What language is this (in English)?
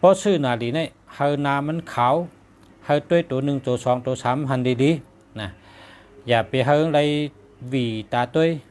Shan